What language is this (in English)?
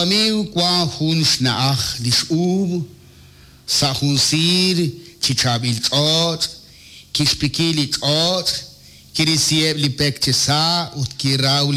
Kekchí